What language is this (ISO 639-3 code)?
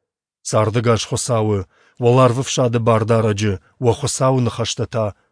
oss